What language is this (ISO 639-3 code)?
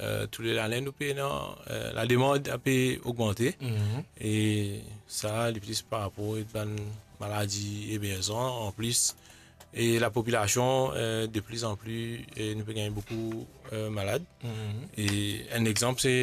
mfe